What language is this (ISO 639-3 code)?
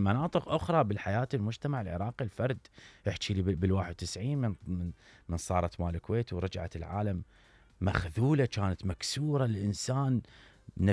acm